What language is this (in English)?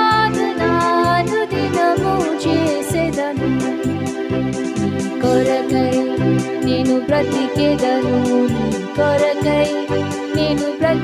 Telugu